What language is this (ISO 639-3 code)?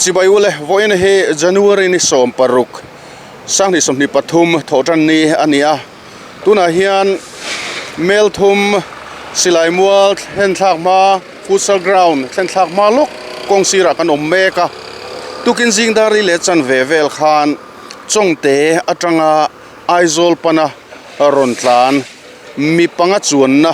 lus